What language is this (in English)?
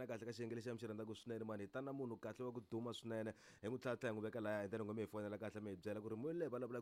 Tsonga